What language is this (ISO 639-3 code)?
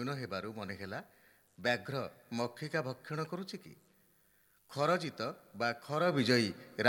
ori